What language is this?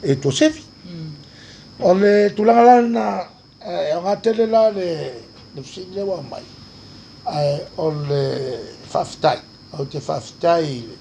Samoan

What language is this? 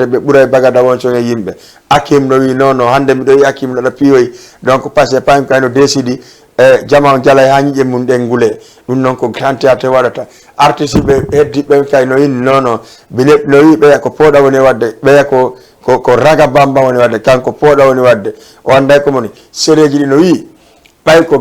Fula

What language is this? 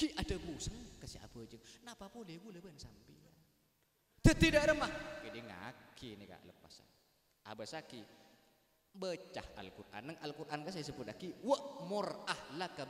Madurese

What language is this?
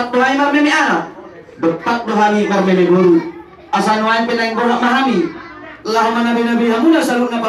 Batak Toba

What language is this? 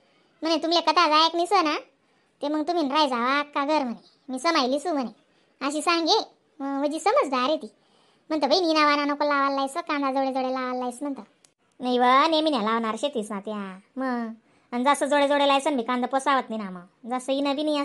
Khandesi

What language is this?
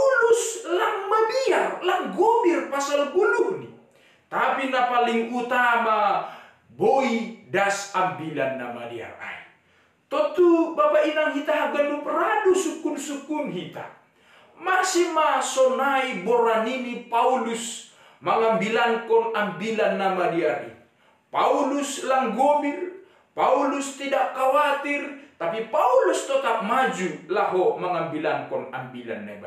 Batak Simalungun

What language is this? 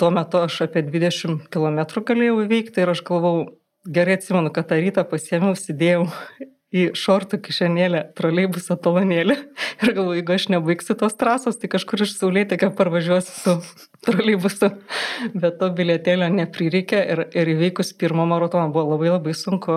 Lithuanian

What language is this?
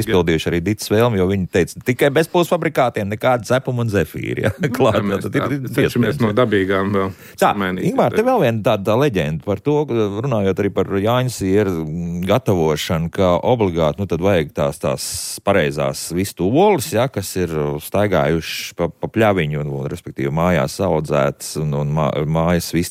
Latvian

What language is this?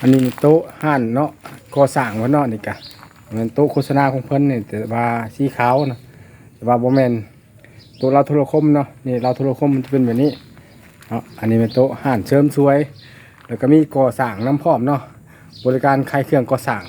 Lao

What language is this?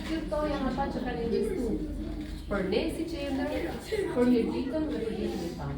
Albanian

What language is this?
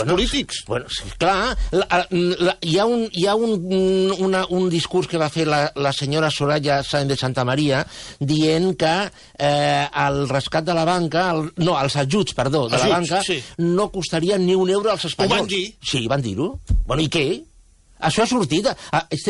Catalan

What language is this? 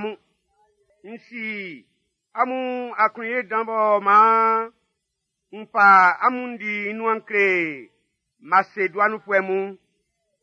Baoulé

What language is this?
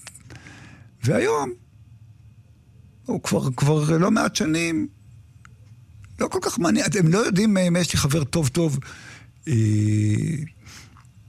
Hebrew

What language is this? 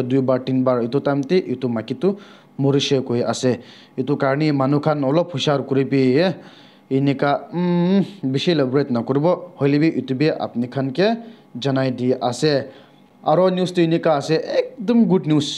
Naga Pidgin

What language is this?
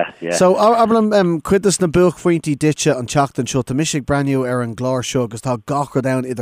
Irish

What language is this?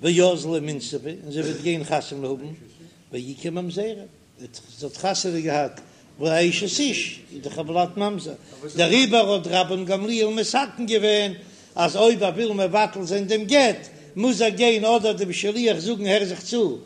Yiddish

